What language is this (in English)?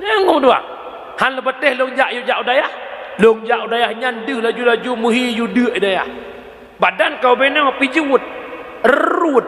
Achinese